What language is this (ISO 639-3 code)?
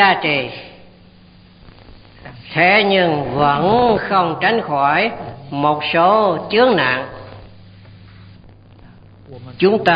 vie